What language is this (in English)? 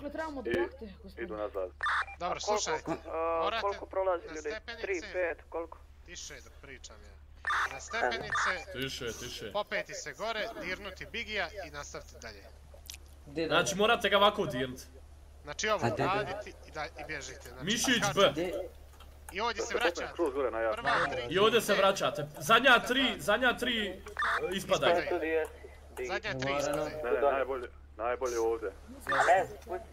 Bosnian